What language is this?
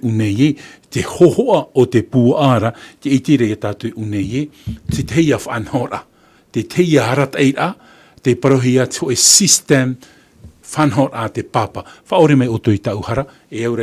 Tahitian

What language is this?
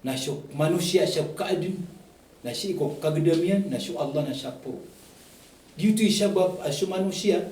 Maranao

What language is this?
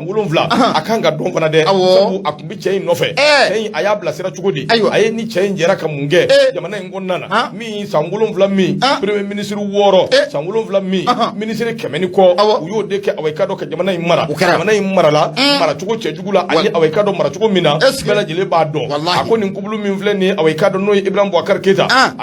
Bambara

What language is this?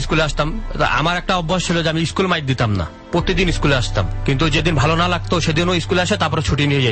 Bangla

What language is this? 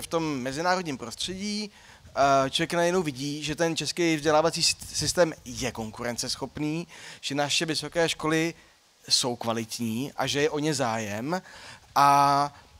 Czech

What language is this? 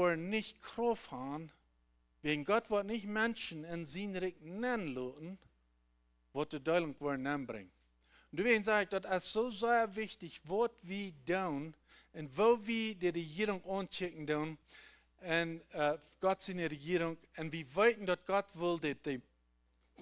Plautdietsch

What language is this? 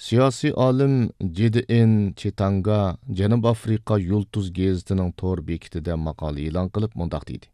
Uyghur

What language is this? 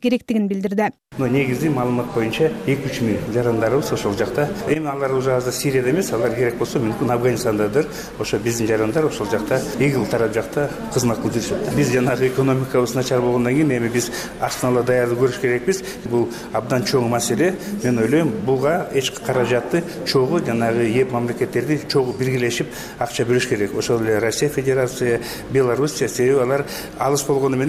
Kyrgyz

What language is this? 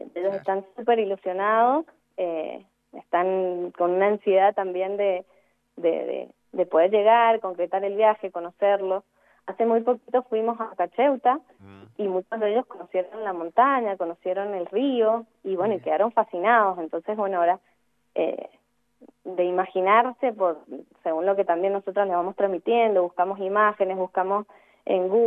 Spanish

